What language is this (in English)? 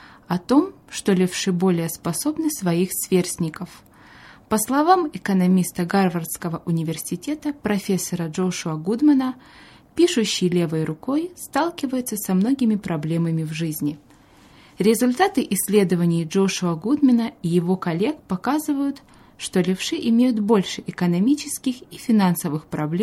Russian